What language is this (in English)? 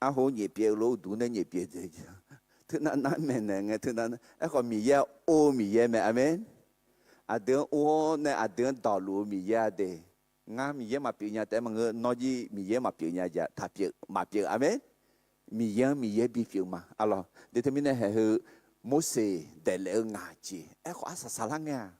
Akha